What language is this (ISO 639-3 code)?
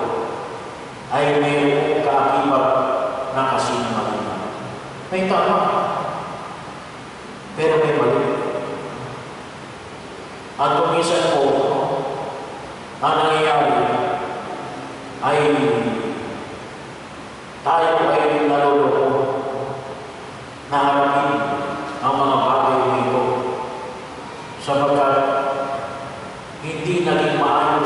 fil